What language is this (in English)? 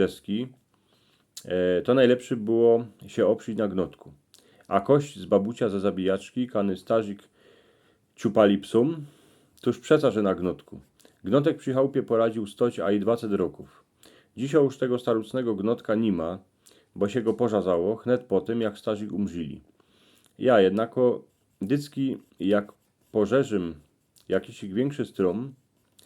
Silesian